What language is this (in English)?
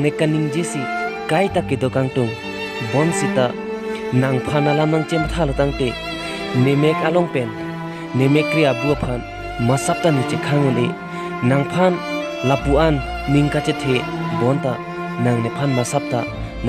Karbi